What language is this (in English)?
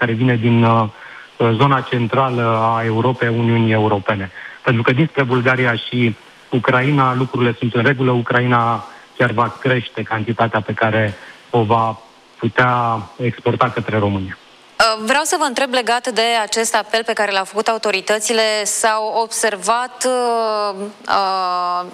Romanian